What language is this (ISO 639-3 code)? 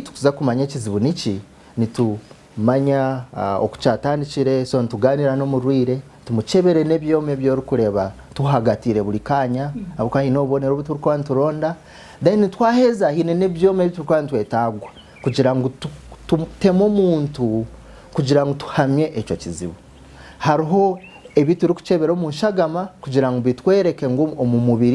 nyn